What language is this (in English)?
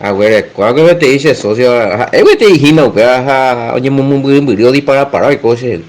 Guarani